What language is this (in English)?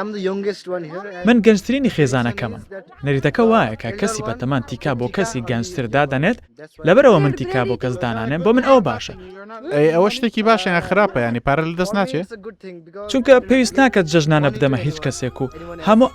Central Kurdish